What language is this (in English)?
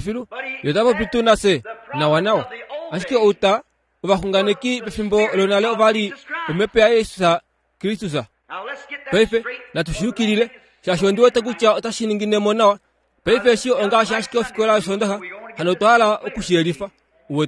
Kuanyama